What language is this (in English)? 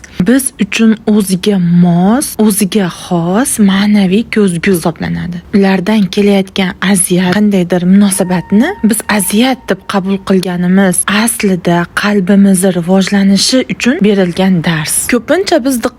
Uzbek